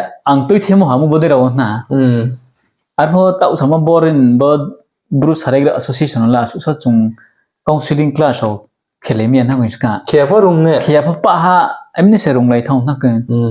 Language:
Riang (India)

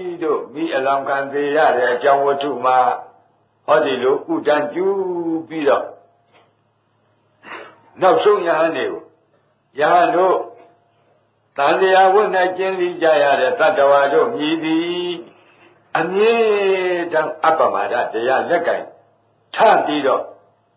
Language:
Burmese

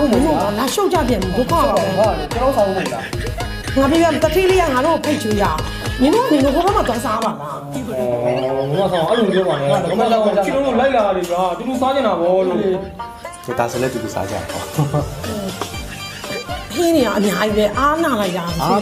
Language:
Burmese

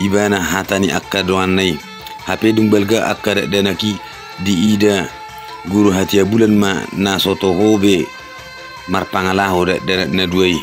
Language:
Batak Toba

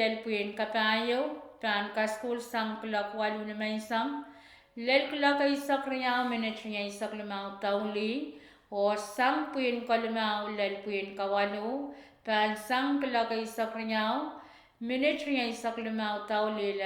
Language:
Pohnpeian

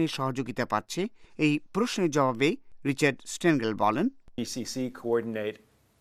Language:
Bangla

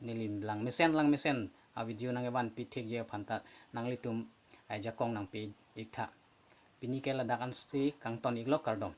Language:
Karbi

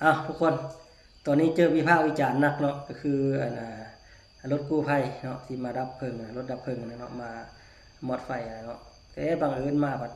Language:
Lao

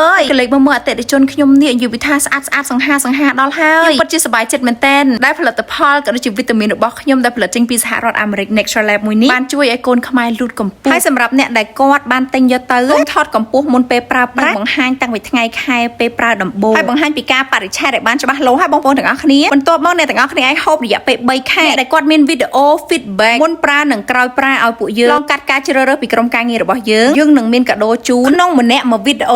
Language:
Khmer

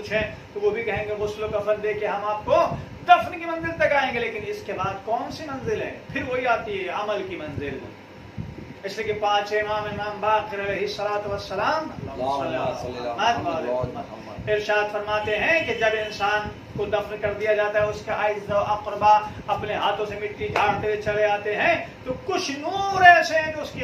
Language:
Urdu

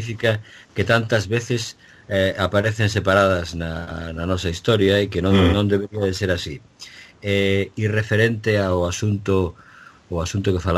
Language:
Galician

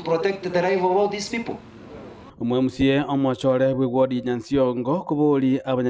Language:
Gusii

